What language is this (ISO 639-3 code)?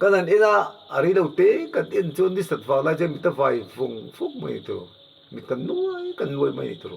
lus